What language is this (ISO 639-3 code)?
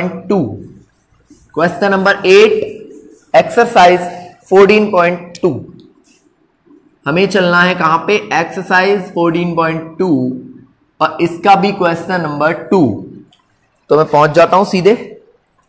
hin